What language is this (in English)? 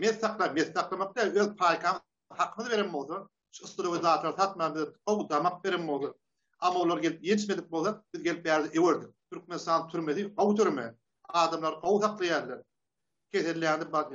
Turkmen